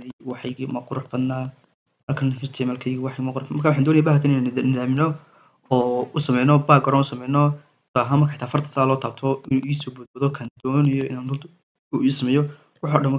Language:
Somali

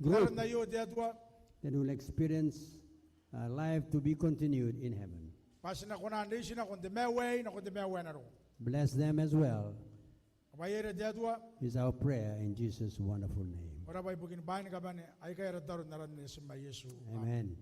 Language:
Gilbertese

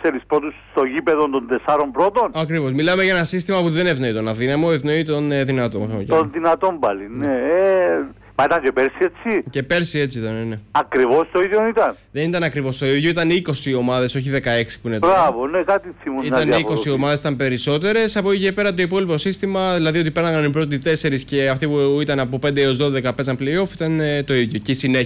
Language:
Greek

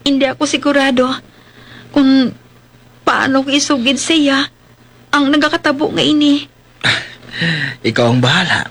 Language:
Hiligaynon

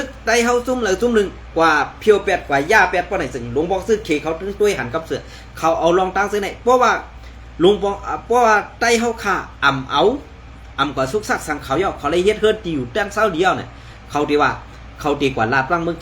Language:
Shan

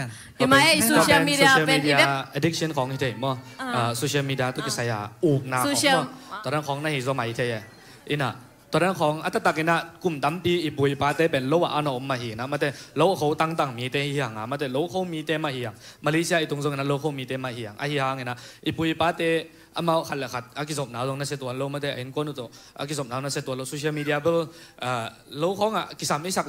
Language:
Tedim Chin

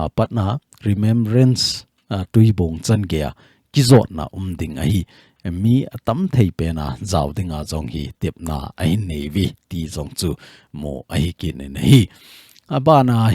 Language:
Thado Chin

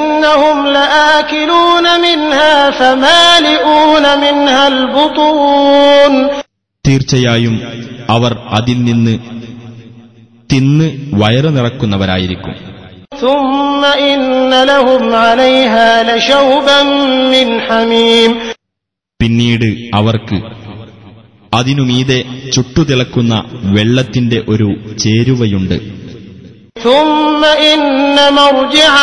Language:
Malayalam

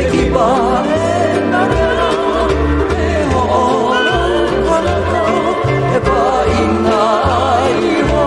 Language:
Hawaiian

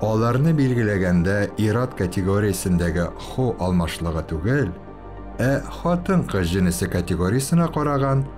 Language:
Tatar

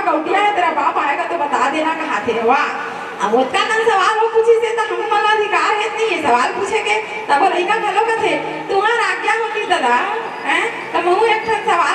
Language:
Chhattisgarhi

